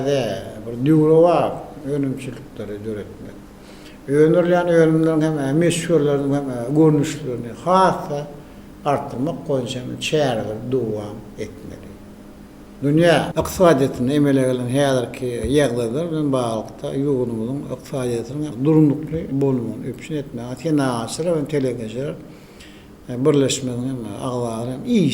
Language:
Turkmen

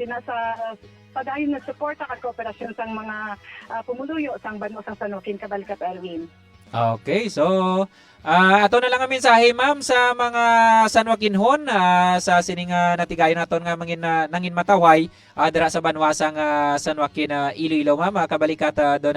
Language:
Hiligaynon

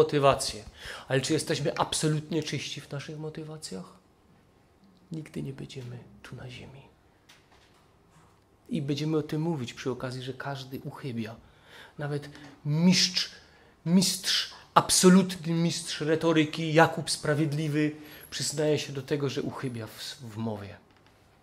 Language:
Polish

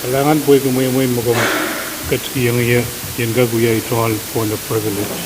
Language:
Pohnpeian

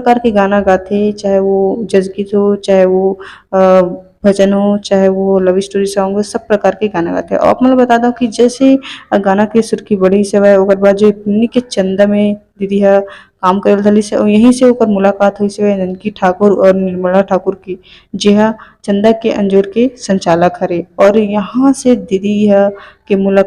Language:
Chhattisgarhi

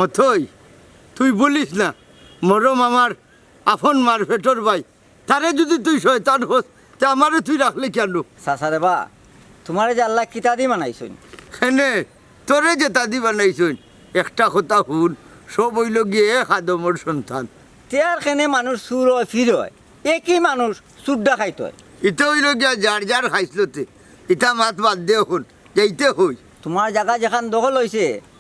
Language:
Sylheti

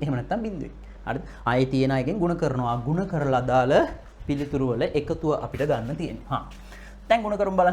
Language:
Sinhala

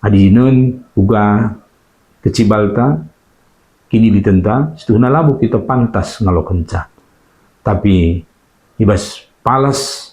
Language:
Batak Karo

